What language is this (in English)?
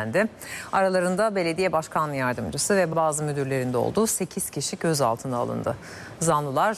Turkish